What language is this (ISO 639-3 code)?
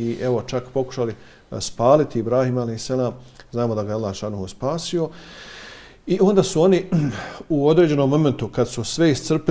bos